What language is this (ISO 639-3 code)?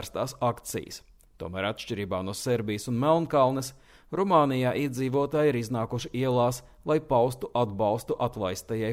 lav